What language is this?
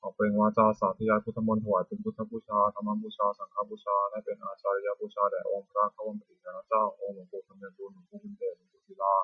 Pali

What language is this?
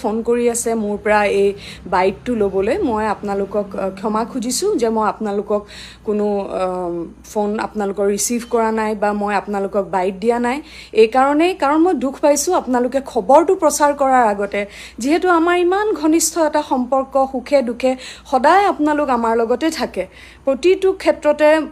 Assamese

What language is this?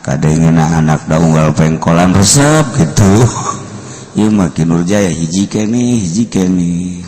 Sundanese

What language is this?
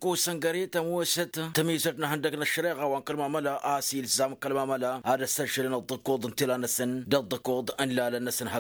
Tamasheq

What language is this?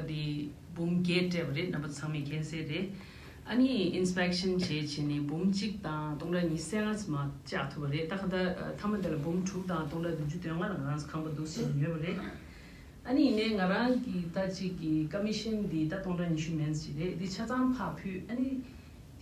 Tibetan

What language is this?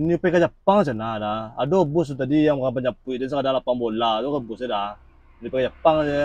Minangkabau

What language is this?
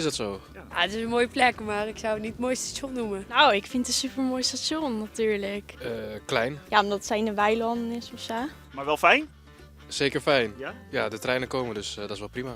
Western Frisian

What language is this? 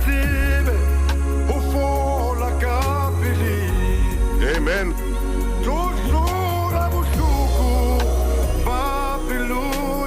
Southern Sotho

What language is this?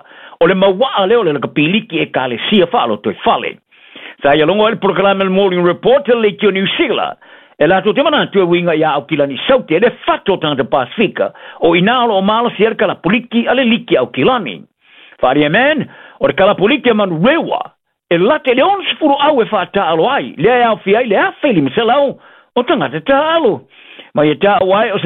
Samoan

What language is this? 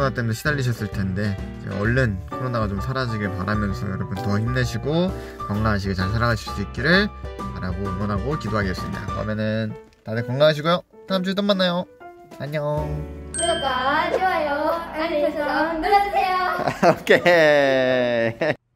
Korean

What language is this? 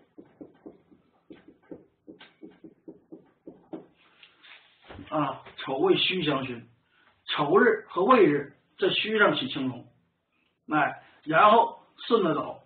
Chinese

